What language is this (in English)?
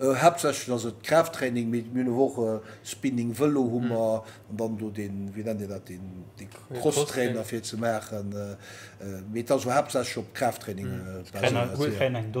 Luxembourgish